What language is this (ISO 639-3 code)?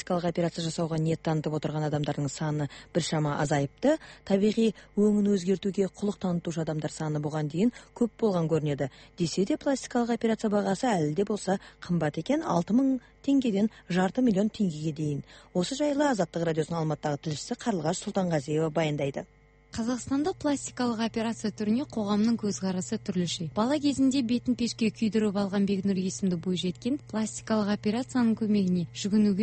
kaz